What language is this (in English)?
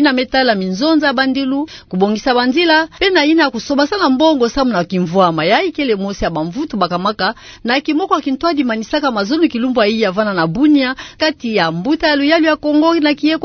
Kituba (Democratic Republic of Congo)